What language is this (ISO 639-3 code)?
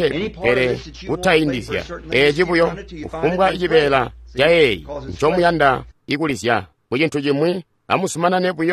toi